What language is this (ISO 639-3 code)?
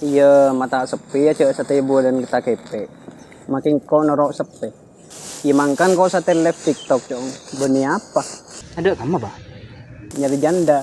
mad